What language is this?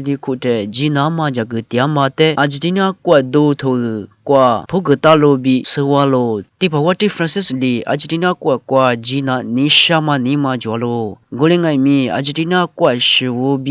Lisu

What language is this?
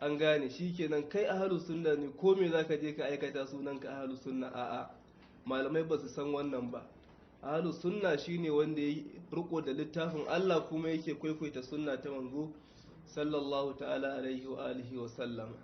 Hausa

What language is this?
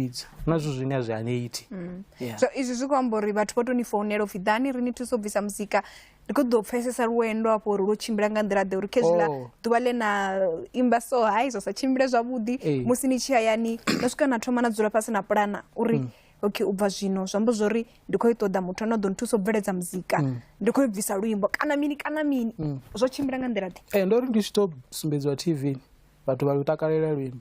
Venda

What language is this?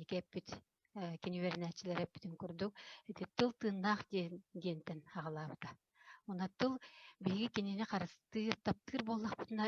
Yakut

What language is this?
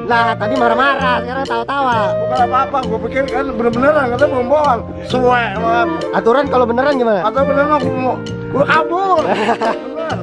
Betawi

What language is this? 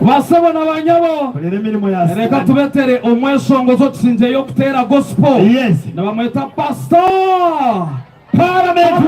Nyankole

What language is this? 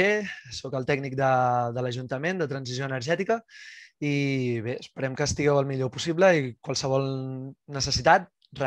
Catalan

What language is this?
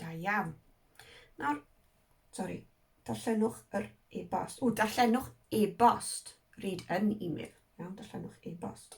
Welsh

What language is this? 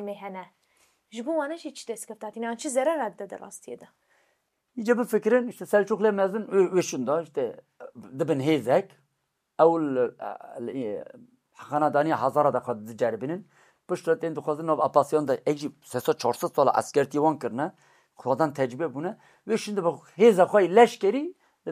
Kurdish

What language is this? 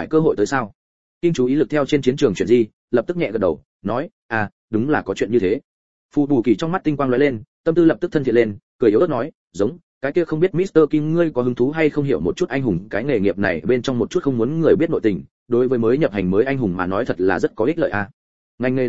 Vietnamese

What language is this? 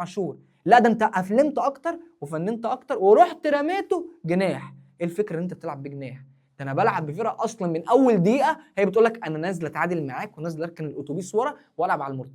Egyptian Arabic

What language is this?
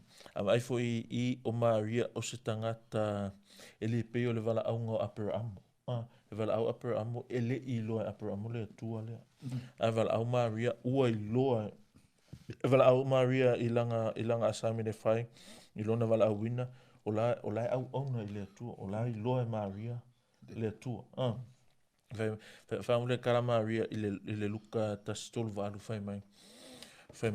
Samoan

